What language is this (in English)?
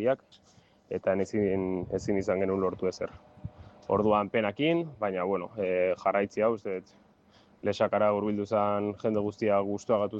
Basque